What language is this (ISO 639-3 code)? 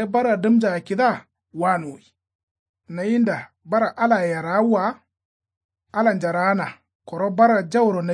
kau